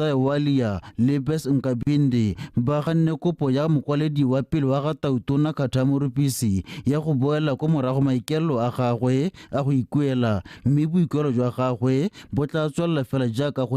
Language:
Tswana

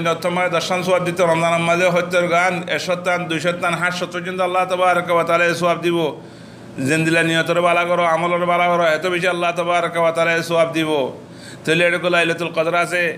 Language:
Rohingya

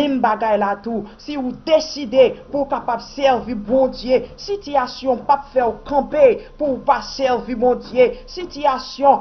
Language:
Haitian Creole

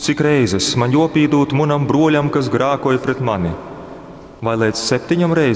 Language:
Latgalian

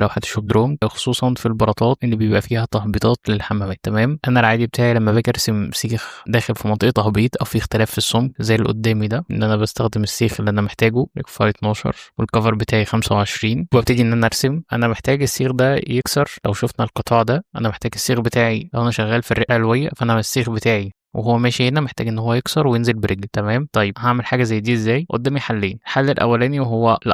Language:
Egyptian Arabic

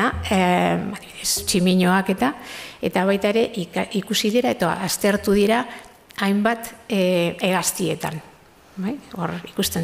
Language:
Basque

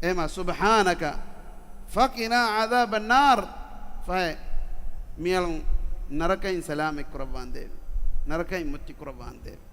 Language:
Divehi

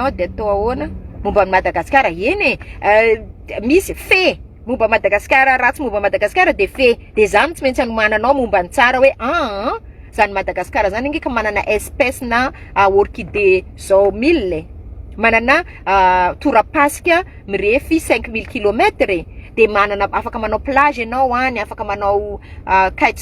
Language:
Malagasy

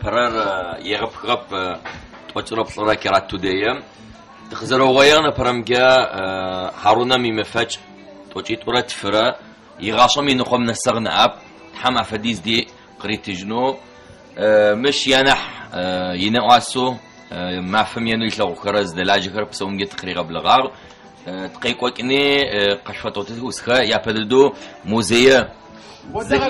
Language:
Adyghe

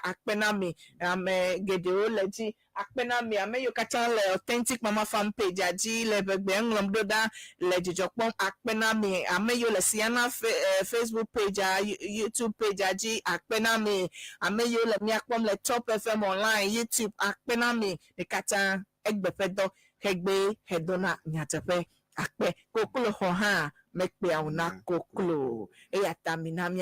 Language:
Ewe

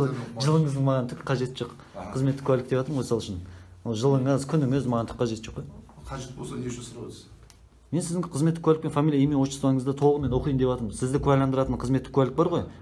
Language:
Kazakh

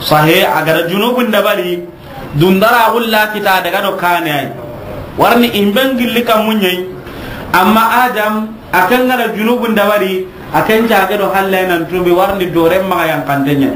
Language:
Soninke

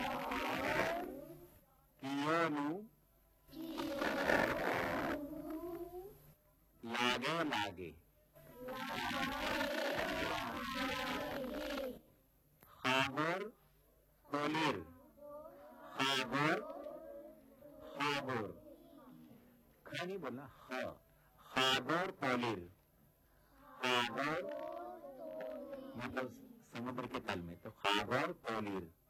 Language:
Hindi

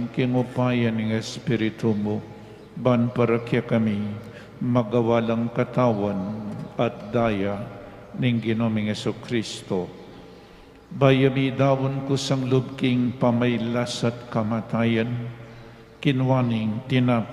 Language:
Pampanga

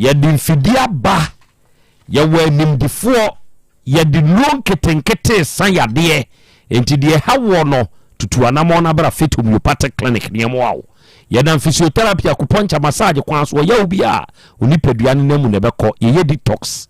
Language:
Akan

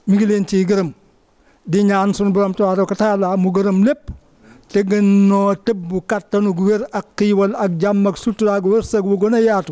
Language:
Wolof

